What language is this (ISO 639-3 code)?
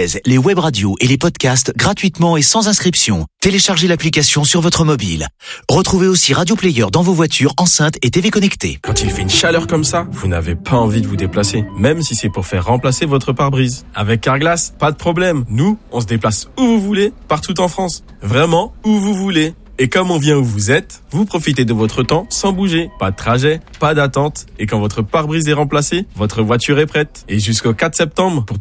fra